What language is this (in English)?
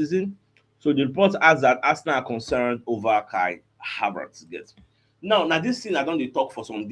Nigerian Pidgin